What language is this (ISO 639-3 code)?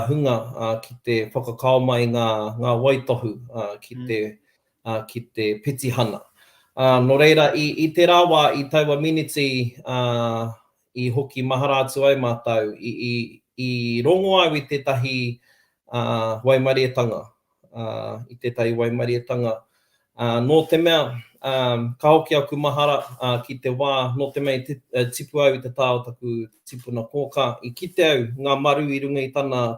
mri